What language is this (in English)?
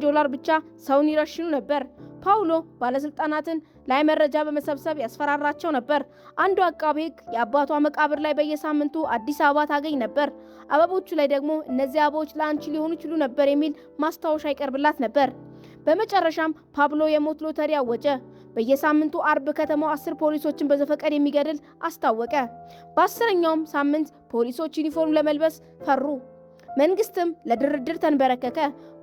Amharic